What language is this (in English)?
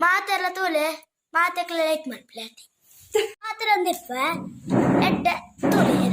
Tulu